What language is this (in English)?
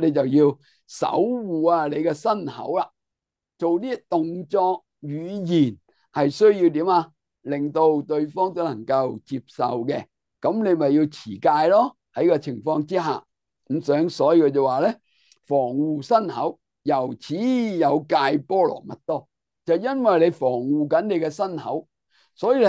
Cantonese